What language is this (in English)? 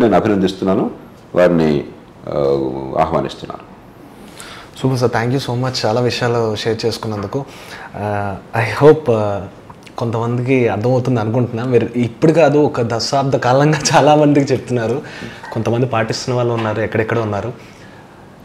Telugu